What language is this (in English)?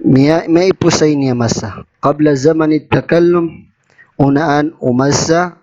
Maranao